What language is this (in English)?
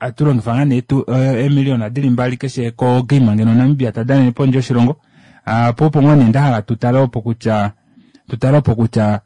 Kuanyama